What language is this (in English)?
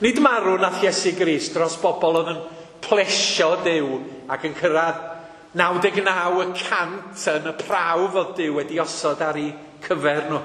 Welsh